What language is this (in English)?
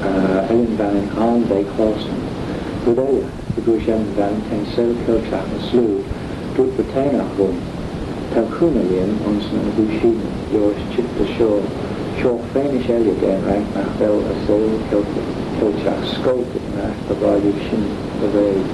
Manx